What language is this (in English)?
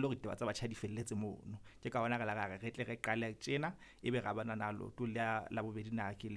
Southern Sotho